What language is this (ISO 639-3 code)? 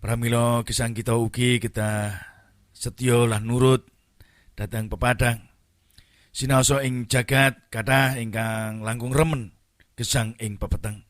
jav